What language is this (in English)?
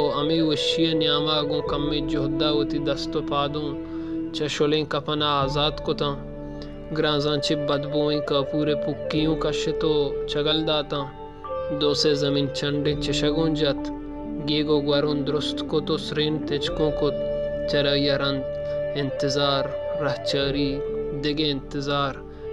Baluchi